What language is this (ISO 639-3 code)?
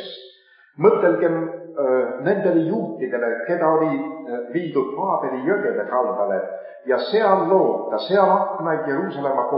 est